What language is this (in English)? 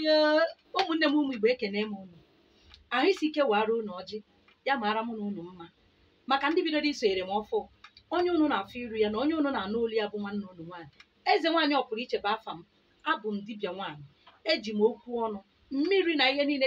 Igbo